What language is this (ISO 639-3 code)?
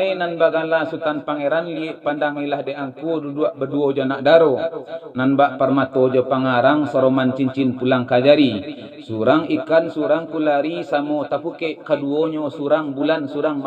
min